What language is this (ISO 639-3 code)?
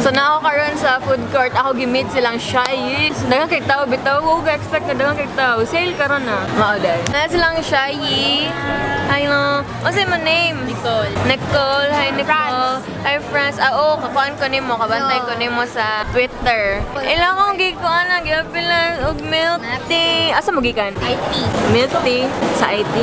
ceb